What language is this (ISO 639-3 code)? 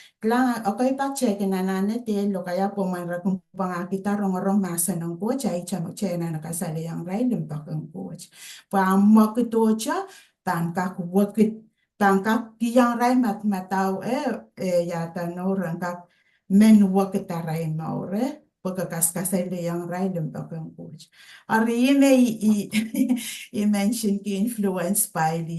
pon